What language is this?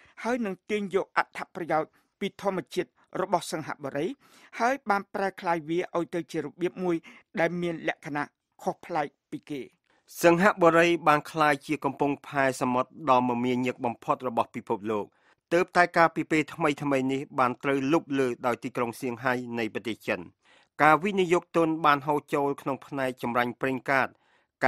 Khmer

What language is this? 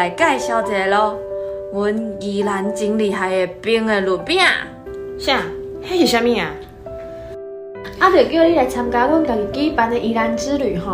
Min Nan Chinese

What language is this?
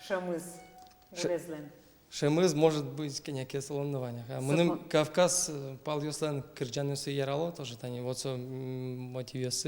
Udmurt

